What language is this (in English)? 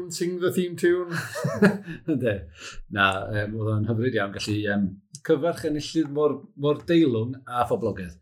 Welsh